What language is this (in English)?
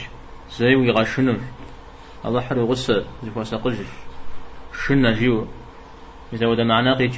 Kabardian